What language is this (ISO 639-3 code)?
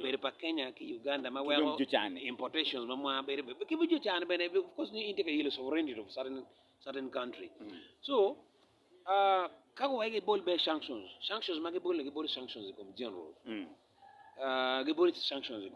ach